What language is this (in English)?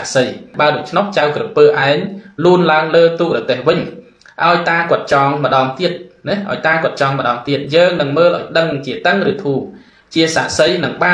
Khmer